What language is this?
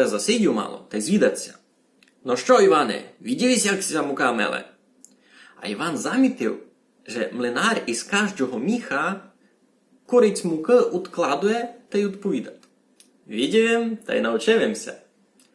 Rusyn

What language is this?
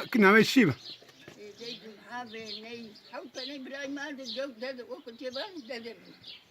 Zaza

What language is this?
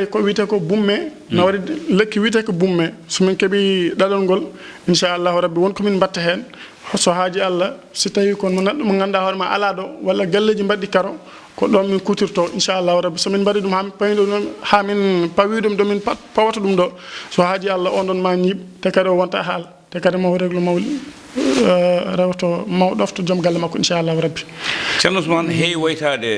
Fula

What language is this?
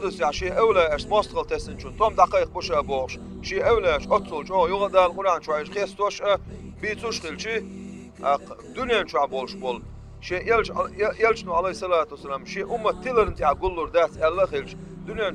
Chechen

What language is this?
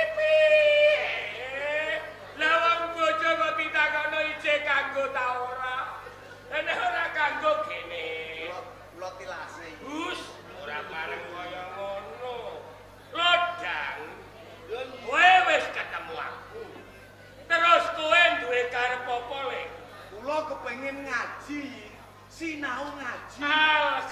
Javanese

